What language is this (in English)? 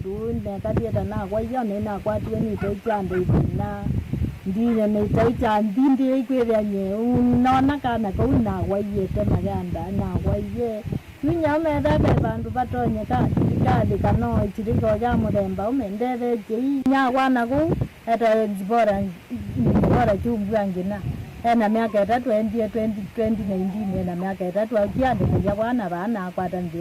Kamba